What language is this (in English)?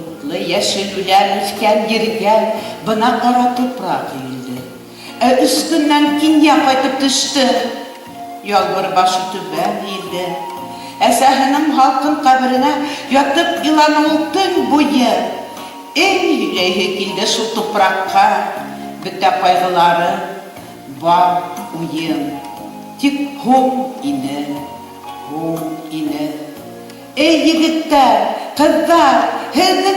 Bashkir